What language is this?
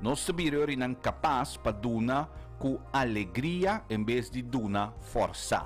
Papiamento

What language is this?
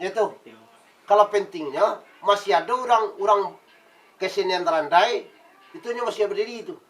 Minangkabau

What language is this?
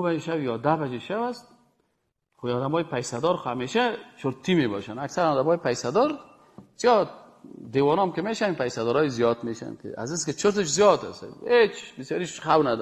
Persian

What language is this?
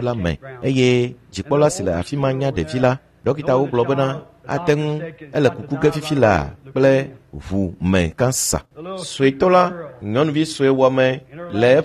Ewe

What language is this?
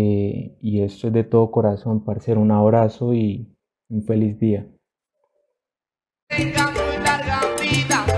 Spanish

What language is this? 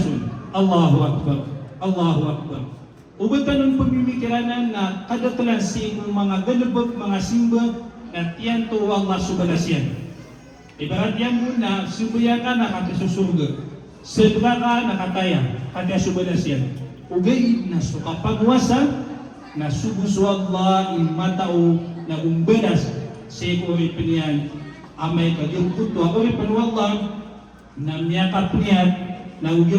Maranao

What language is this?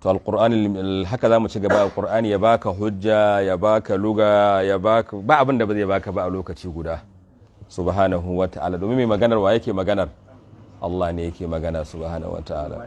Hausa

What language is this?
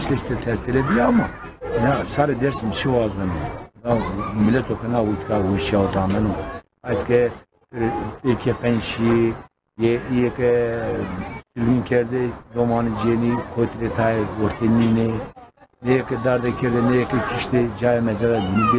Zaza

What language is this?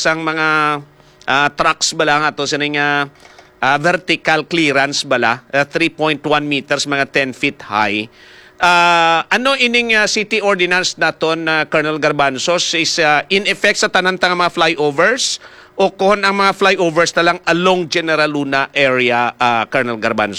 Hiligaynon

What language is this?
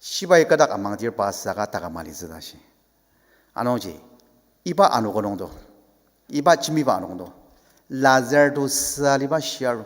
Ao Naga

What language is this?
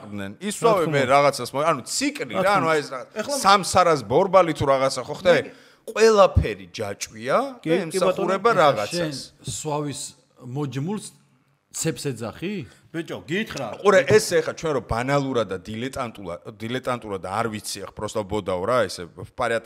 Georgian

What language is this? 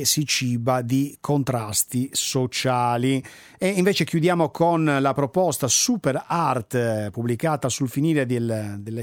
Italian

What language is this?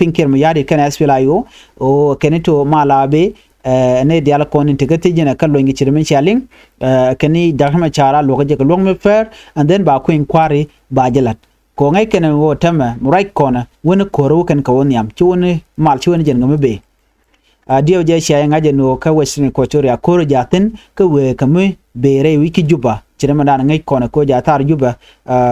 Nuer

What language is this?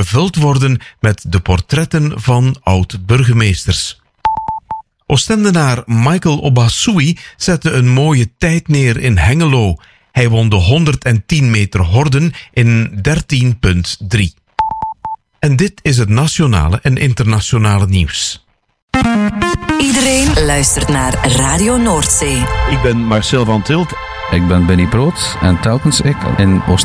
Dutch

